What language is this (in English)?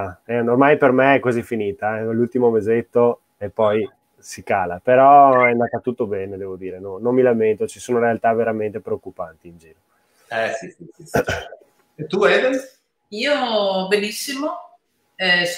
Italian